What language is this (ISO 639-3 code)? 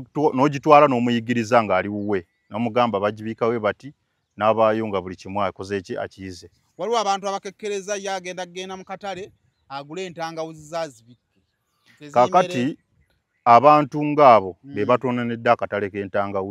lug